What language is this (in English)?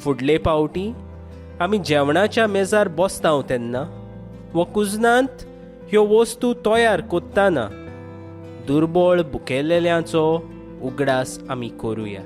Konkani